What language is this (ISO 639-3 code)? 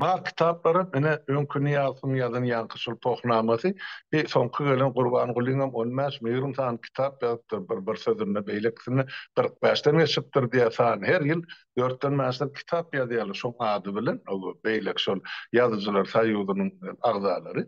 tuk